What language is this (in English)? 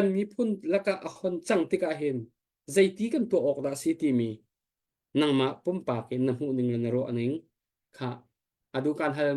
Hakha Chin